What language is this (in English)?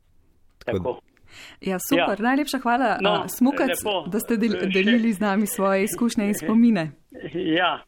Slovenian